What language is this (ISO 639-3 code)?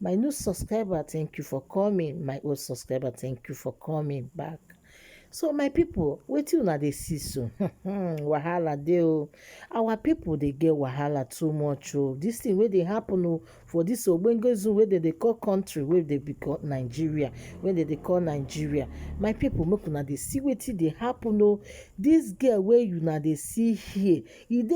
pcm